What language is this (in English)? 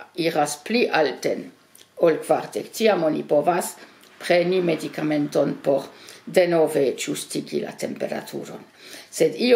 Esperanto